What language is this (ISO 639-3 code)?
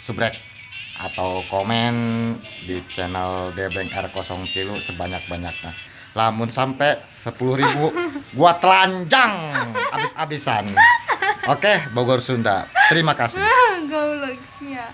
sun